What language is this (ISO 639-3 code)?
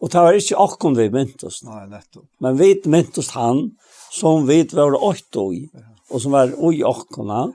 fao